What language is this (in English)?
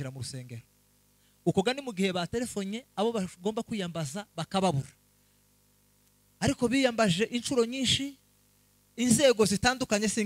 Kinyarwanda